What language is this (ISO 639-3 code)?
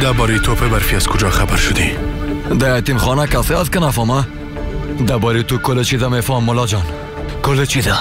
fas